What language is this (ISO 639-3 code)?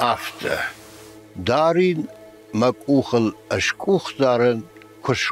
oss